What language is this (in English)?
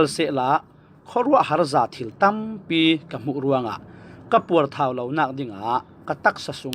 Falam Chin